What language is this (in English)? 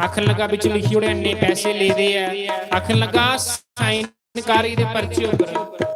Dogri